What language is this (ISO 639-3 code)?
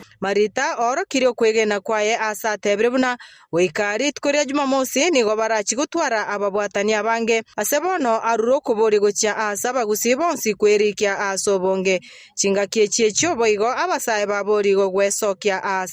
guz